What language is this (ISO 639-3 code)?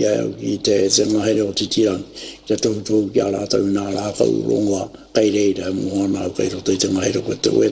mri